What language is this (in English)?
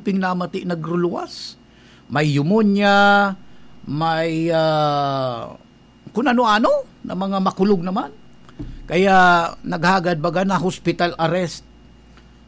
Bikol